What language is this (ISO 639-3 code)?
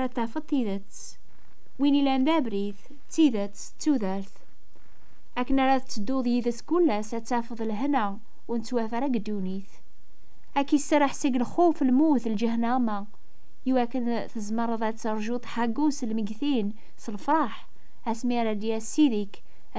kab